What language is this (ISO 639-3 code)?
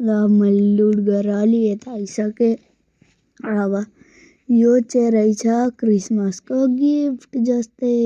nep